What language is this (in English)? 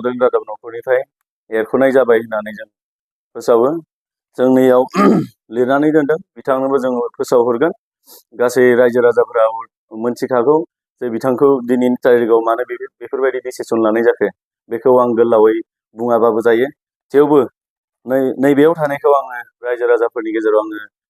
Bodo